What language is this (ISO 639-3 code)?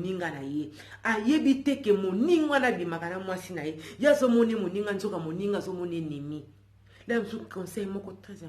lin